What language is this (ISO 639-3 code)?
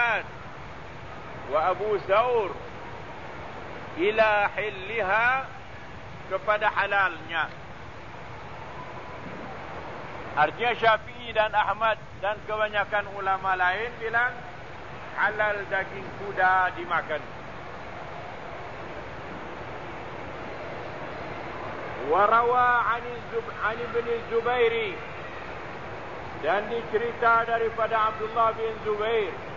msa